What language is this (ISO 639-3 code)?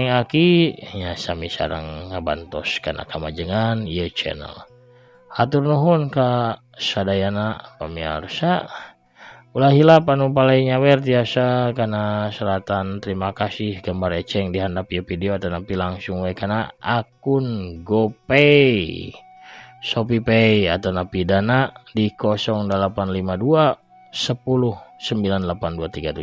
sun